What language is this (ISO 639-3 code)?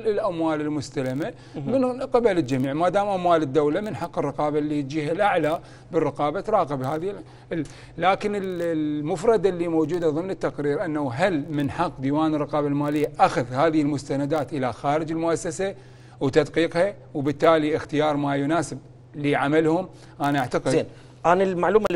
acm